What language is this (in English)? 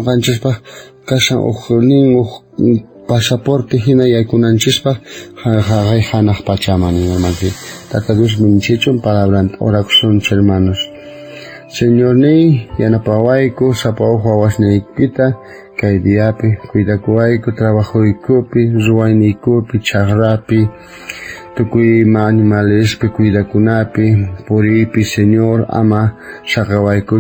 South Bolivian Quechua